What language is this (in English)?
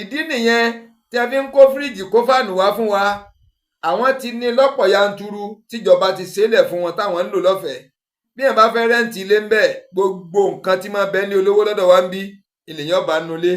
Yoruba